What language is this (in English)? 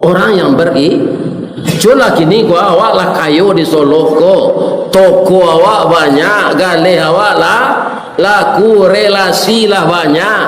Minangkabau